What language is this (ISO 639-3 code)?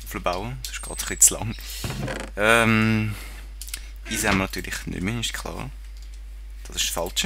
gsw